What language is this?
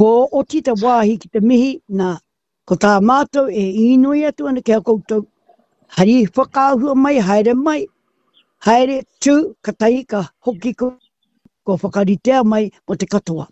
Māori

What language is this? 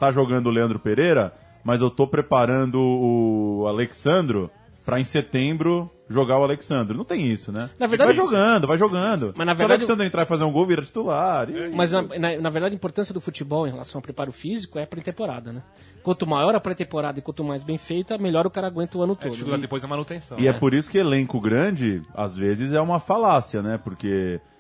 Portuguese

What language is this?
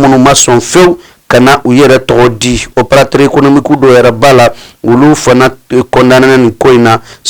Bambara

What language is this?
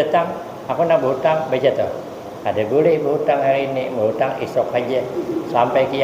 Banjar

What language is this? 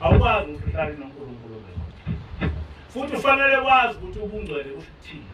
Zulu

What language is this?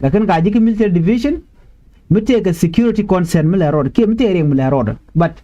Nuer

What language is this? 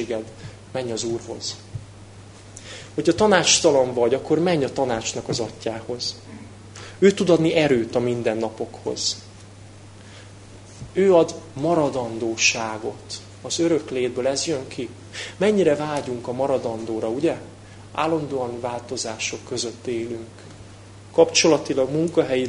Hungarian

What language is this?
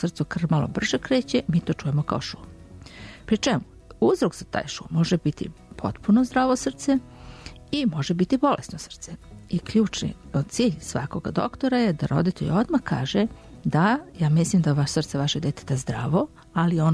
Serbian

